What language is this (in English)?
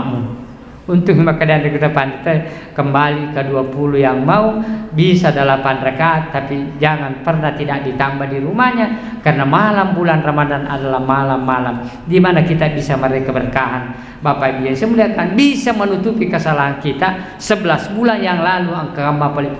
Buginese